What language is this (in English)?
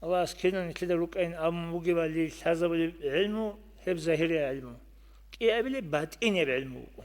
Avaric